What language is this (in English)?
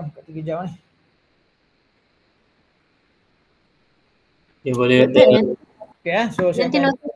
Malay